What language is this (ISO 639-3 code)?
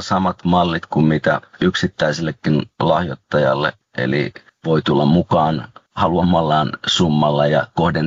fin